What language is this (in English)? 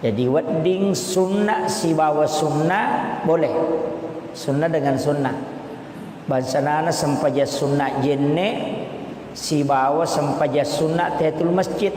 Buginese